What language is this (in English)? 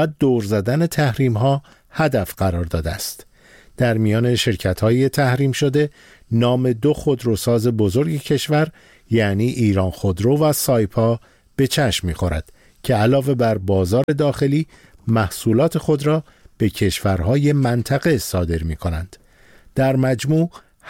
Persian